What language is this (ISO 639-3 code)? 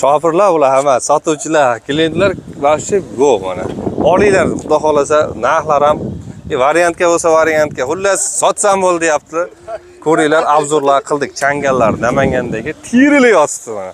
uzb